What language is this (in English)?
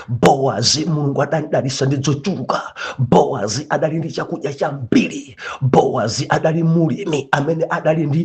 Nyanja